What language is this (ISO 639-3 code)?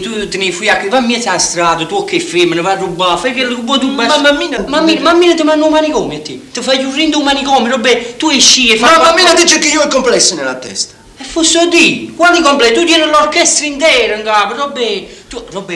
ita